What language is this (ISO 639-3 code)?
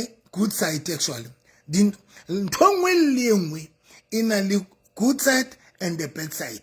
sot